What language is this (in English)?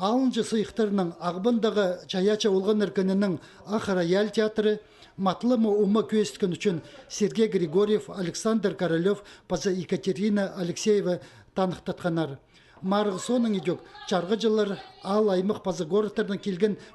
Khakas